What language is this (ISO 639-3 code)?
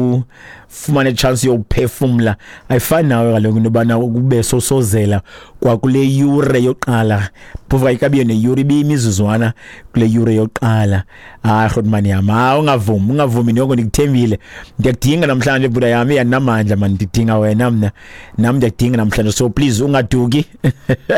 xho